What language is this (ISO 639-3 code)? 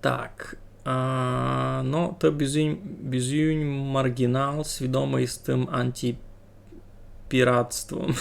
rue